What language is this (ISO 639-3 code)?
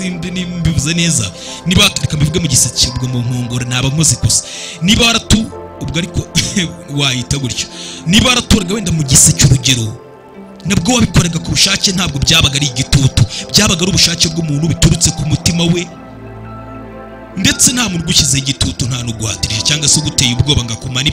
kin